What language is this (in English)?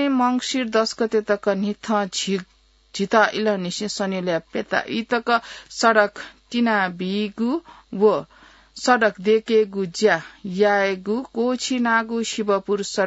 Newari